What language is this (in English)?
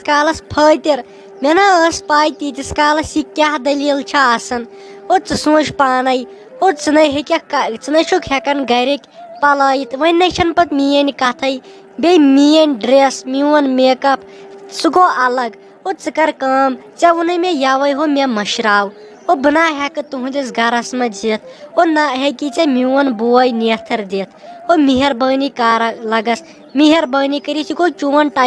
Kashmiri